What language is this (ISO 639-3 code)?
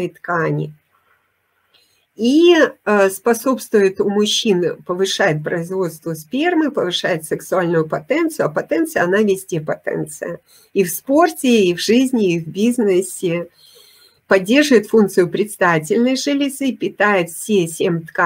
rus